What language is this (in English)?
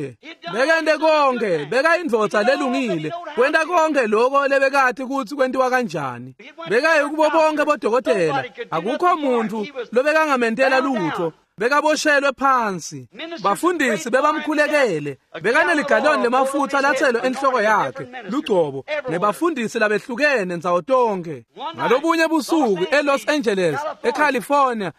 Swati